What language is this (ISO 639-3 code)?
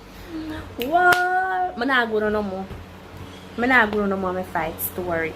jam